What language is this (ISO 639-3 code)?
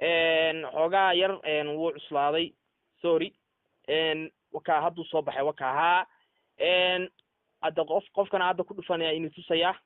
som